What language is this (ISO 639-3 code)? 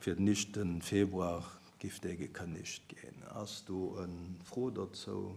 ltz